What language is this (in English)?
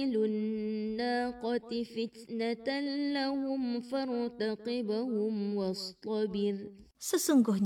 Malay